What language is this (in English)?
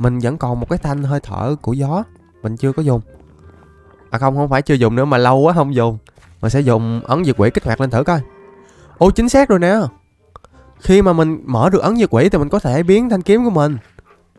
Vietnamese